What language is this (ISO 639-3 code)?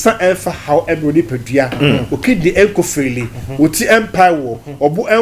aka